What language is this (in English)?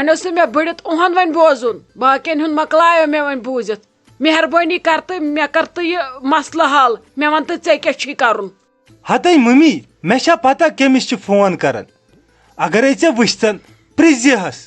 Kashmiri